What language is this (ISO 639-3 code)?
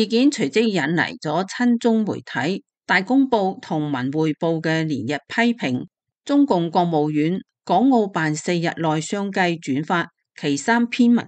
yue